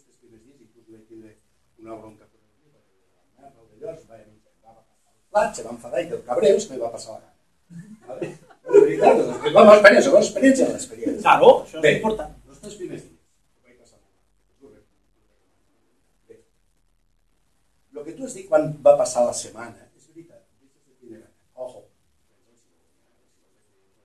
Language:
Catalan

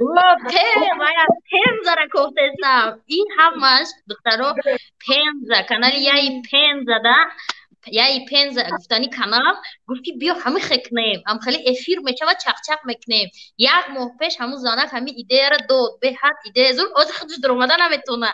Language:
Tajik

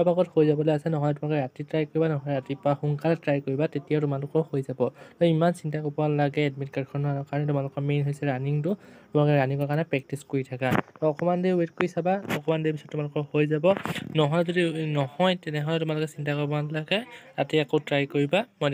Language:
Assamese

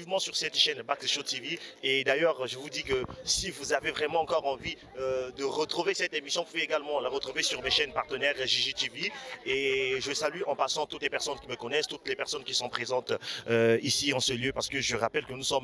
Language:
French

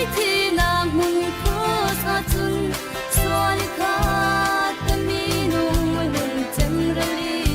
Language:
Falam Chin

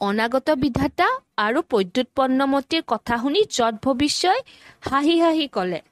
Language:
Assamese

